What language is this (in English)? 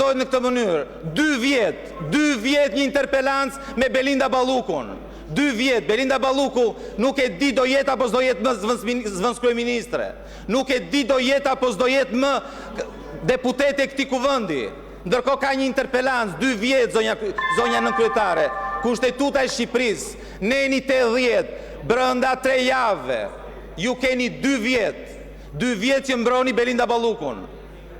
Albanian